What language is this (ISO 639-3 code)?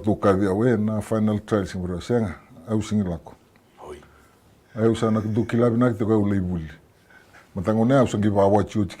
fij